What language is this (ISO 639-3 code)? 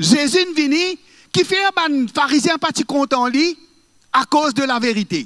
mfe